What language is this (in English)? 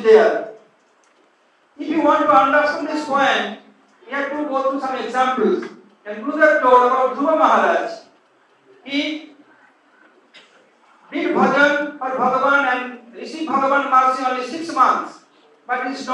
Hindi